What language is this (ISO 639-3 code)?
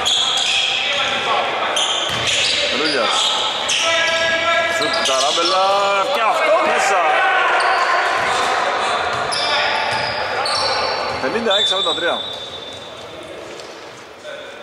ell